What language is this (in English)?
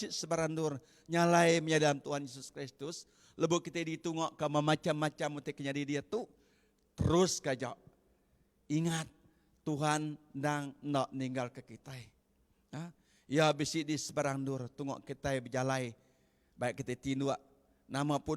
Iban